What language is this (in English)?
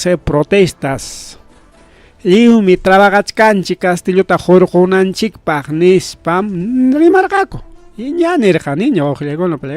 Ayacucho Quechua